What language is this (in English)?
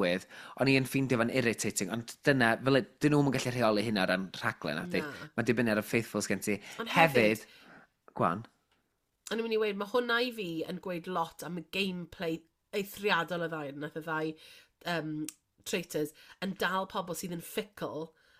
Welsh